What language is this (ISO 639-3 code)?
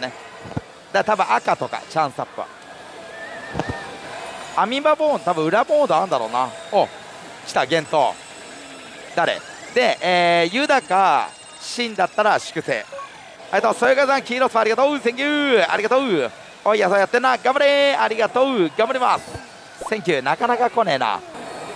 jpn